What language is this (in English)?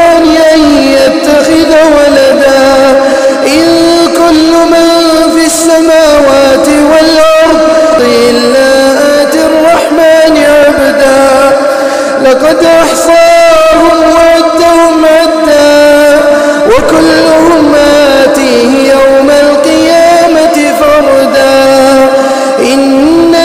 Arabic